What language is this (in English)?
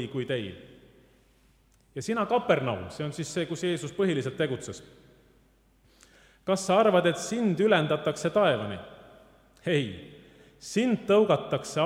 Estonian